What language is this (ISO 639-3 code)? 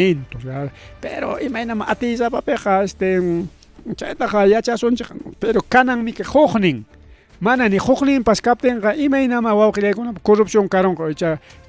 quy